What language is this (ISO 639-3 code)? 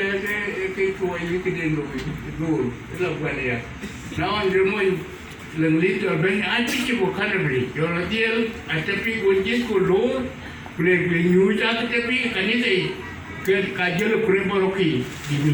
din